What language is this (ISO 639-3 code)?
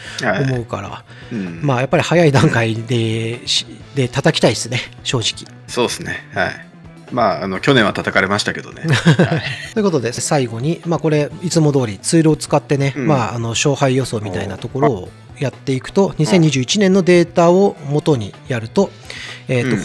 jpn